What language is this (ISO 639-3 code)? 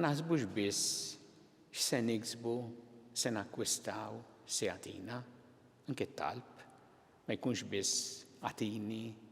mlt